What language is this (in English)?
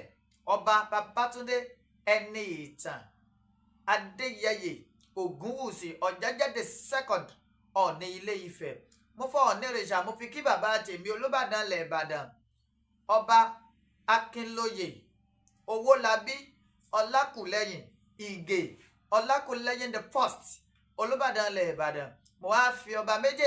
Yoruba